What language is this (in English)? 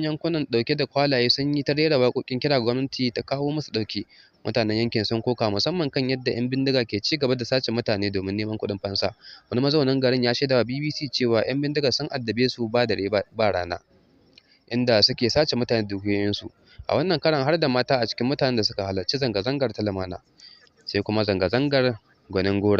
Hausa